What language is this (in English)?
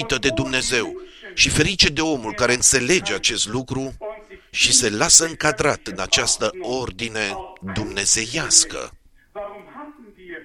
Romanian